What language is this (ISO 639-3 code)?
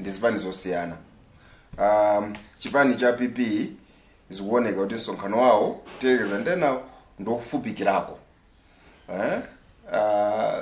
nya